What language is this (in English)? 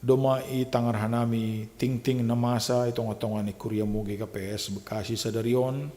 Batak Simalungun